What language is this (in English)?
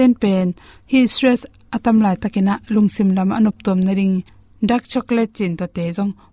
Tedim Chin